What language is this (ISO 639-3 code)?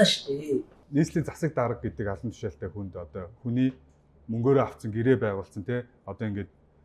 mon